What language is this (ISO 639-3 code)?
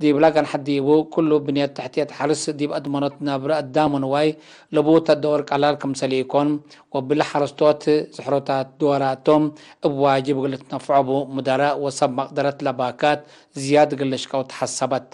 tig